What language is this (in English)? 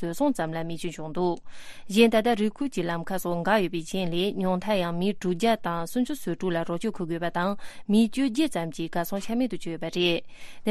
Tibetan